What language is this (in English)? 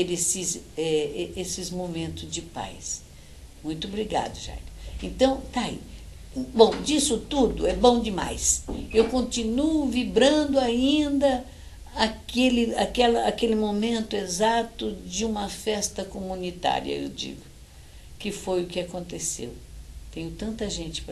Portuguese